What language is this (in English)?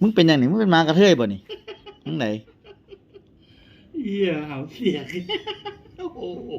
Northeastern Thai